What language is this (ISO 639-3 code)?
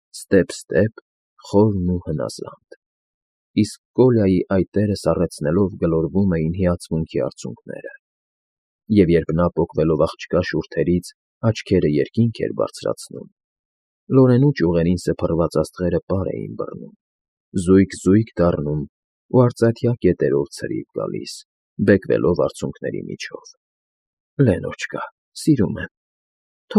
hye